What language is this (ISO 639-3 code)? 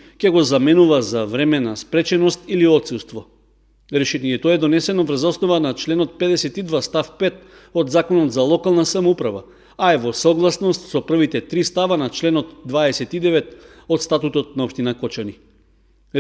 mkd